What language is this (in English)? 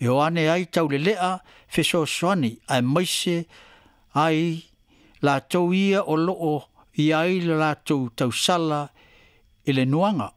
Samoan